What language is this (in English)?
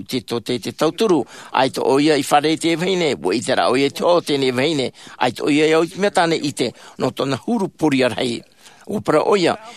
Tahitian